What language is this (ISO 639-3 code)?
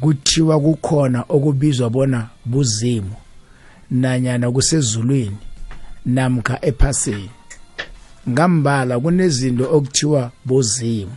nbl